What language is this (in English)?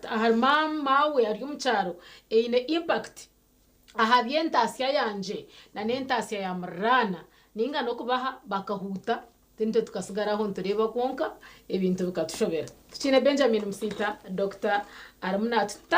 Nyankole